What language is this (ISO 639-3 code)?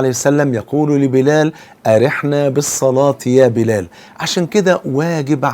arz